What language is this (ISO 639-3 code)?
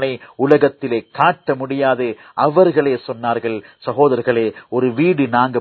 tam